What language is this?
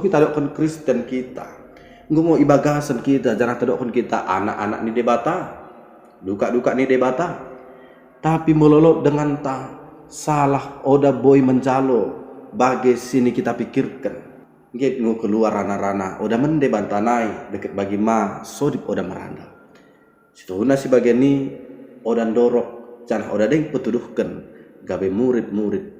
Batak Dairi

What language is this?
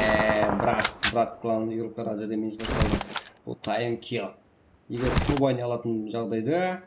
Kara-Kalpak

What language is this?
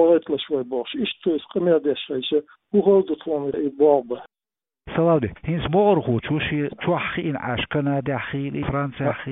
Chechen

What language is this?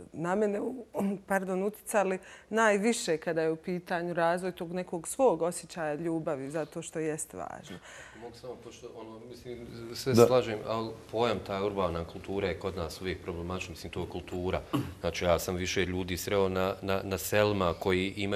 Bosnian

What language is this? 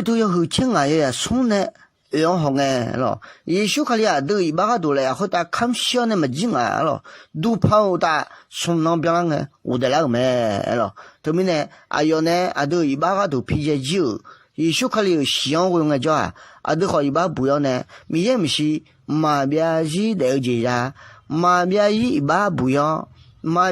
Akha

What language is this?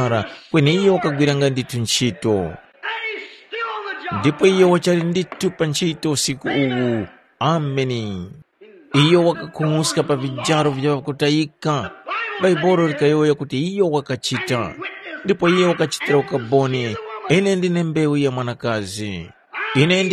Tumbuka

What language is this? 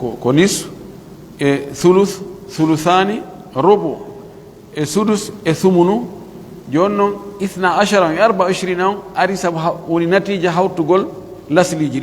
Pular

